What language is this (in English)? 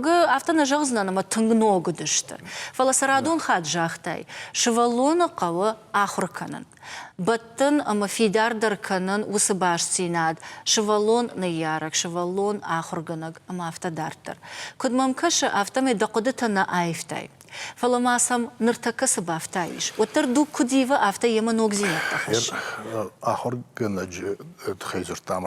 Ossetic